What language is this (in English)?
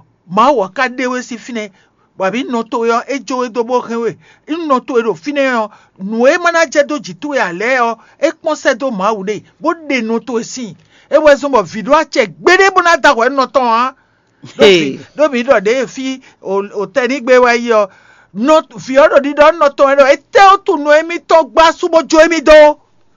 Fon